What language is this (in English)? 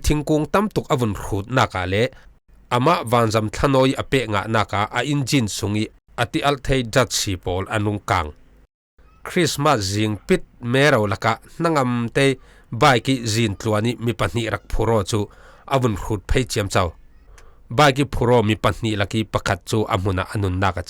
Falam Chin